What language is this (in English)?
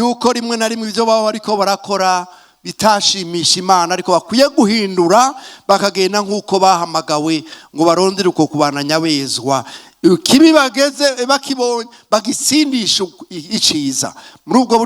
Rundi